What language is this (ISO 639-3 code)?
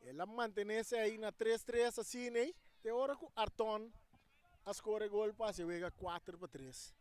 pap